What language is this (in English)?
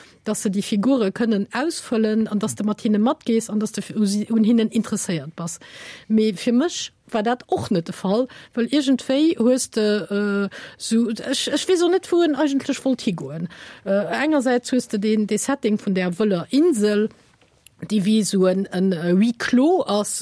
Luxembourgish